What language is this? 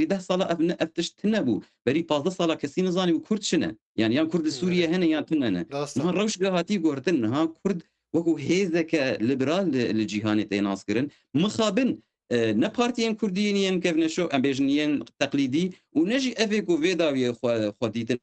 Kurdish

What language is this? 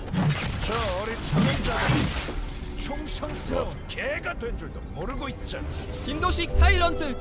Korean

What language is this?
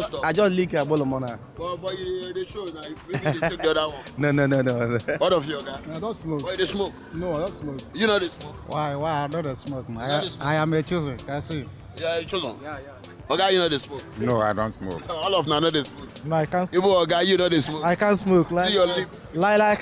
Nigerian Pidgin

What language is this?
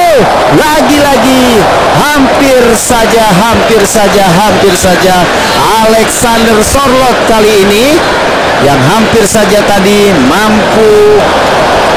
Indonesian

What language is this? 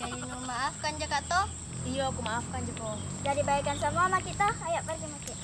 Makassar Malay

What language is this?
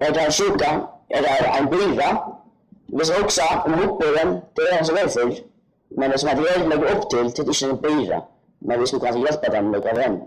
Faroese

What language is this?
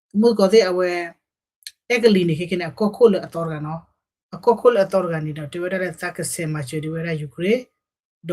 S'gaw Karen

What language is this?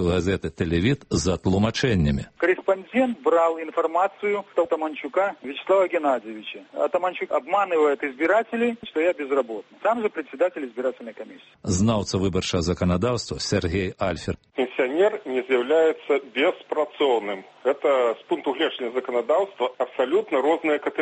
Belarusian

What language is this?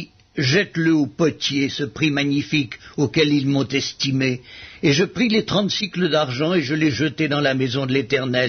French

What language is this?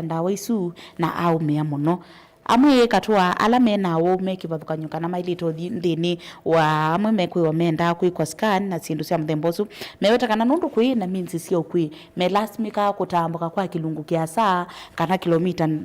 Kamba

